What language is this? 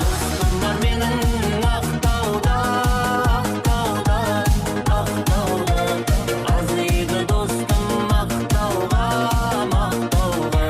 Kara-Kalpak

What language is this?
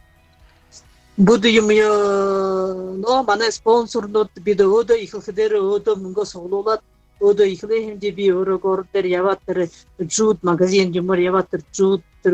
Buriat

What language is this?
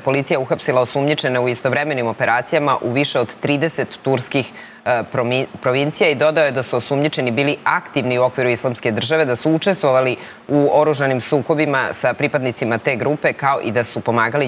Serbian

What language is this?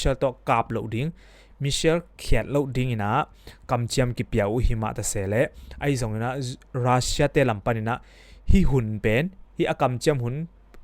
Tedim Chin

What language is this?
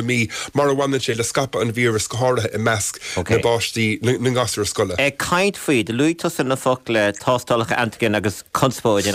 Irish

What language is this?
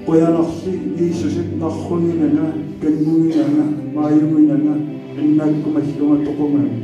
Kalaallisut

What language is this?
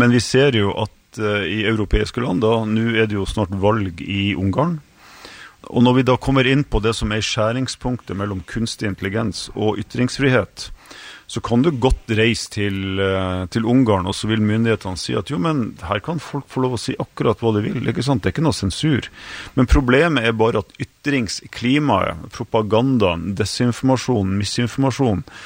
Norwegian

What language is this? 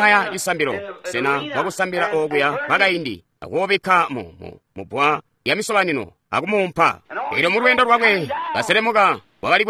Tonga (Zambia)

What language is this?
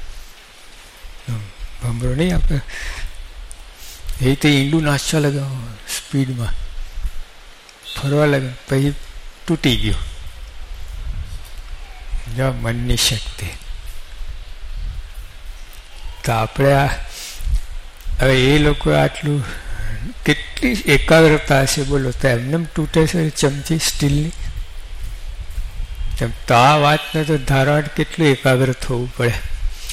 Gujarati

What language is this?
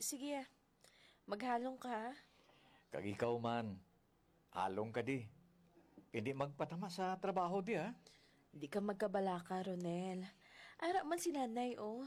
Hiligaynon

